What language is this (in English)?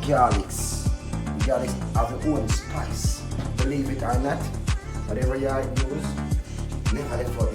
Jamaican Creole English